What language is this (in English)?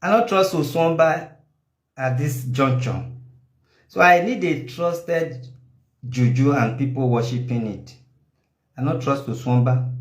Nigerian Pidgin